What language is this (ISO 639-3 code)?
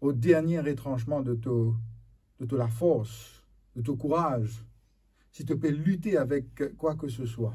mfe